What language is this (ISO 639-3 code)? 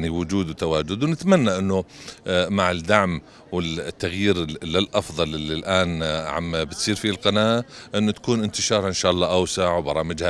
apc